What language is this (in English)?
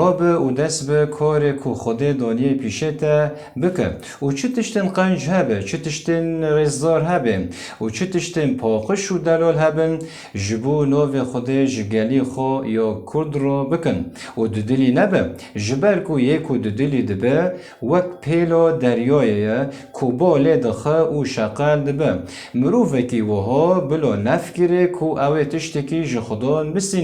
Kurdish